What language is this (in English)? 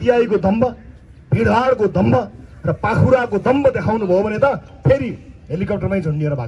Nepali